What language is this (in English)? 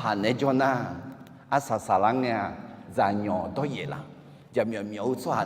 Akha